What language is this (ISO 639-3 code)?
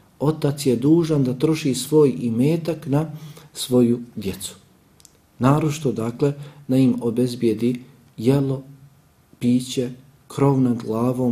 bos